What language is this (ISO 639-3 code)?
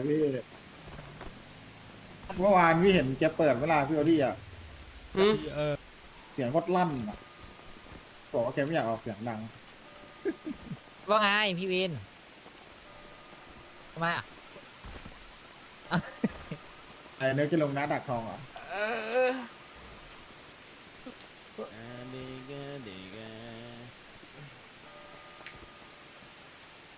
tha